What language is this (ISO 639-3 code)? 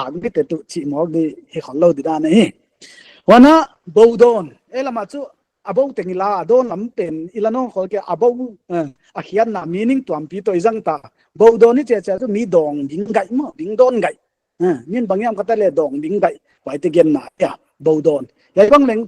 pck